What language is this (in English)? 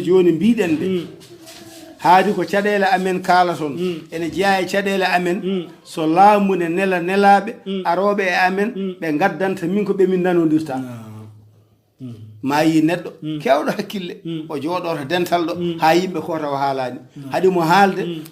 Fula